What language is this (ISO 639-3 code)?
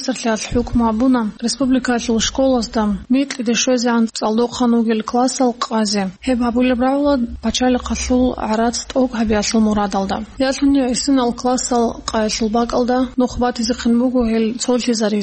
ava